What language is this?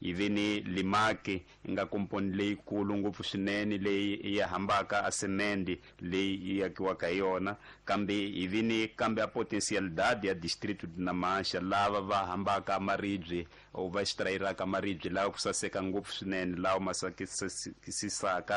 Tsonga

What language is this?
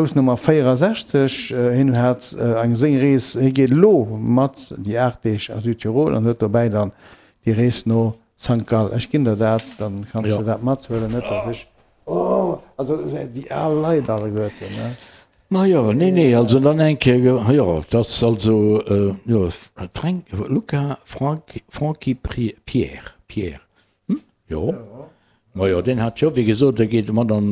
Luxembourgish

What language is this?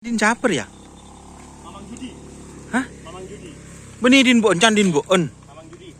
Madurese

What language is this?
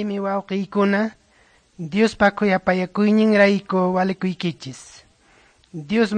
Quechua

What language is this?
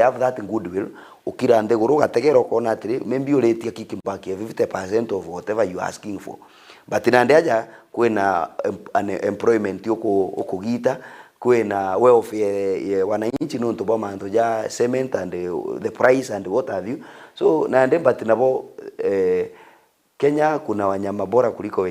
Meru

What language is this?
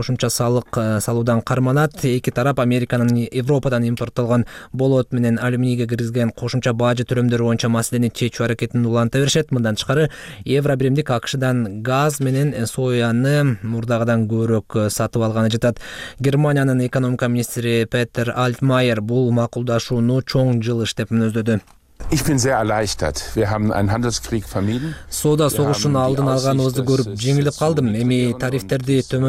Kyrgyz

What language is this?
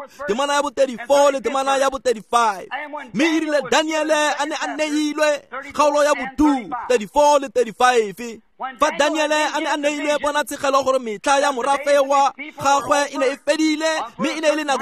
Tswana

